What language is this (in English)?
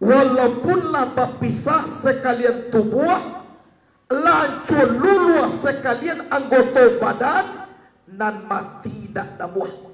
Minangkabau